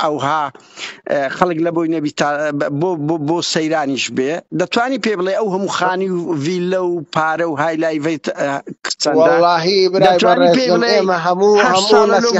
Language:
Central Kurdish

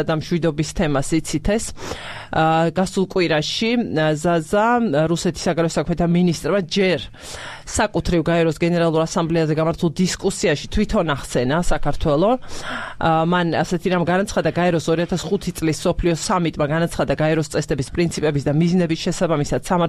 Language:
Georgian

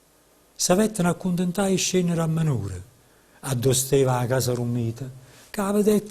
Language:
Neapolitan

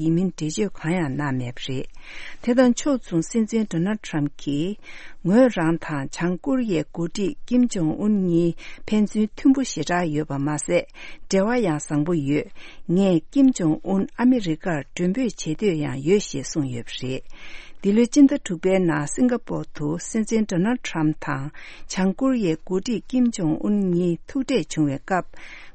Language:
Tibetan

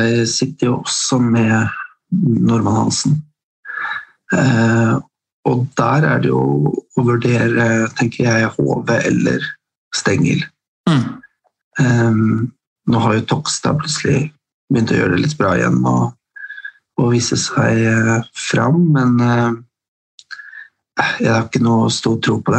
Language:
Norwegian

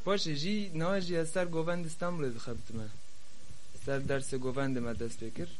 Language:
Kurdish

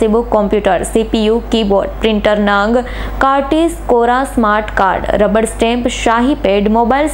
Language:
Gujarati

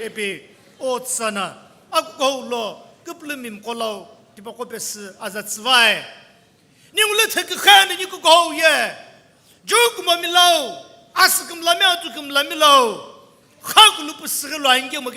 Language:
Sumi Naga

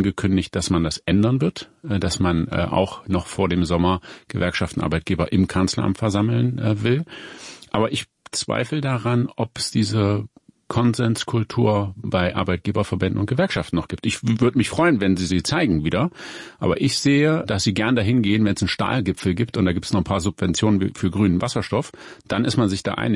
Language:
German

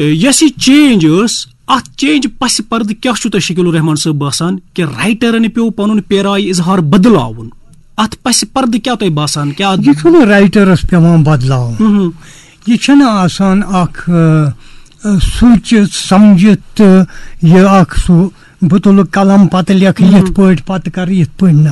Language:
Kashmiri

